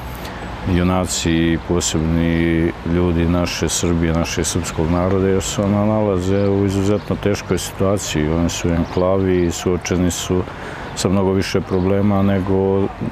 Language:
Serbian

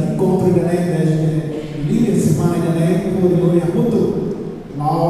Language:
Tetum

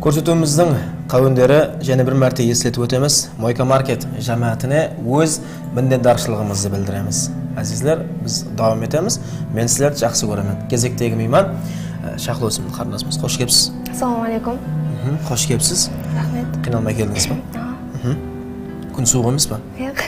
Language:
Kara-Kalpak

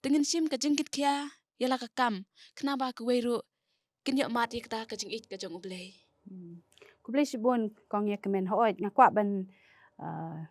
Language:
Khasi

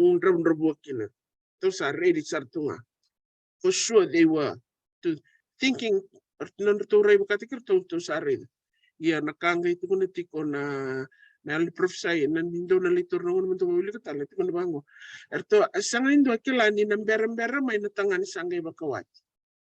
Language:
Fijian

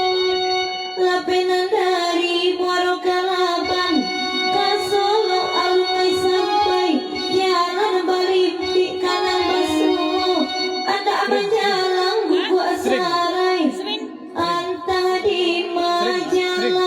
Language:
Minangkabau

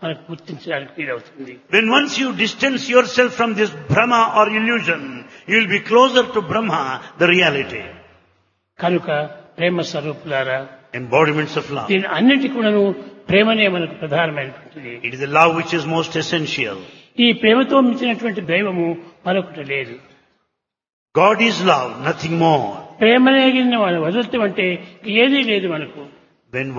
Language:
Telugu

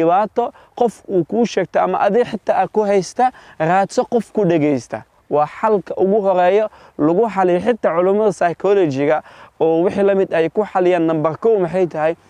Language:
Somali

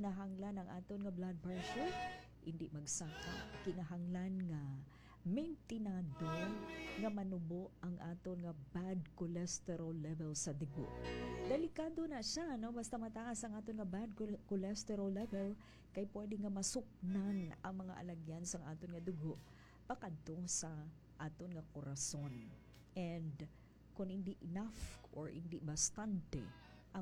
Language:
Hiligaynon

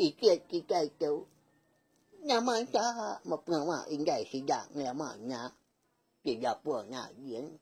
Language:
Iban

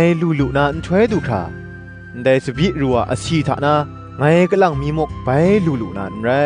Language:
Kachin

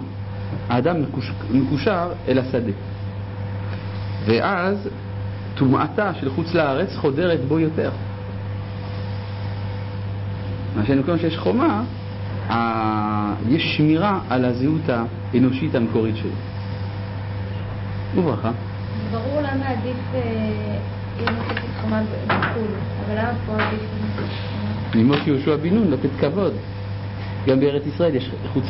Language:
Hebrew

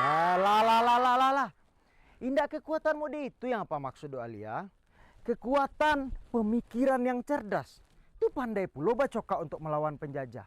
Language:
Minangkabau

